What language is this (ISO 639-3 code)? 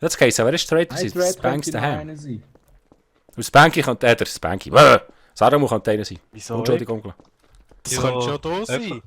gsw